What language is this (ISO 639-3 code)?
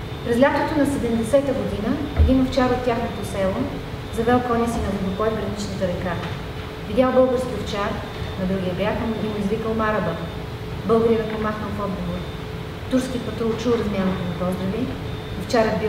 bul